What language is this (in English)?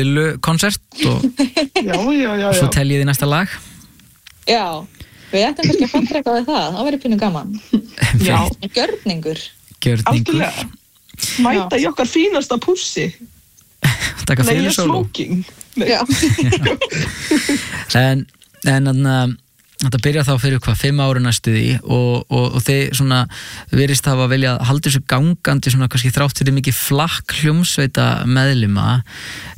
Icelandic